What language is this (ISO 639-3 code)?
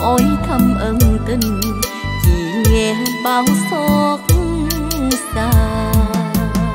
vie